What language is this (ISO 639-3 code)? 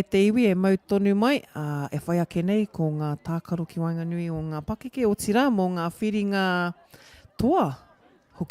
mri